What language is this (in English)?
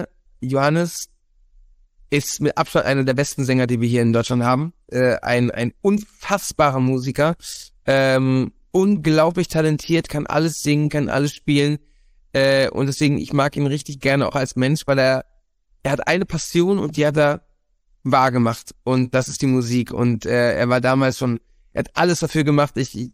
German